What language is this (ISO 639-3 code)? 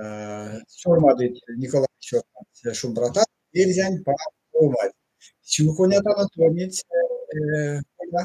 myv